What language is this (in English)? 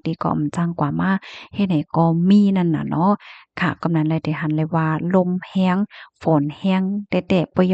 Shan